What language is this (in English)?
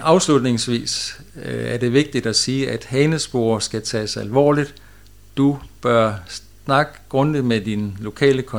Danish